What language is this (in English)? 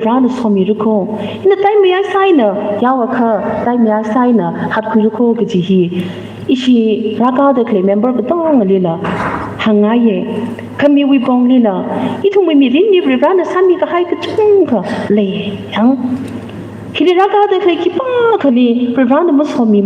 Tangkhul Naga (India)